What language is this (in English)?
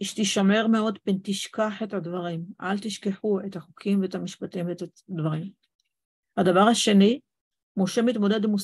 Hebrew